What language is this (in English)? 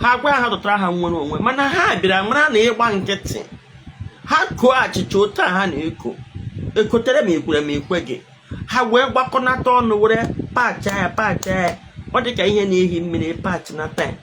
Igbo